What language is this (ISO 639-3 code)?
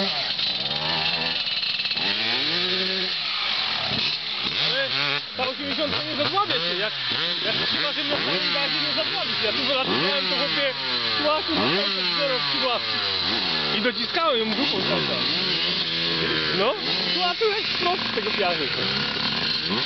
pol